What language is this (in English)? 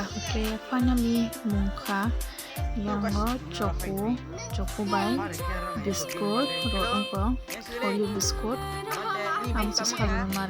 Kok Borok